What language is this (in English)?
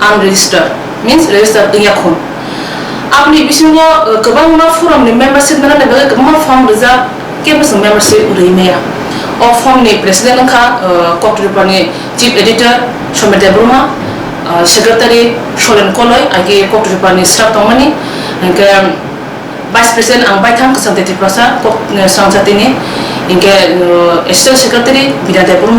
Riang (India)